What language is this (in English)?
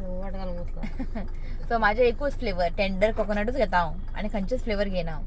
Konkani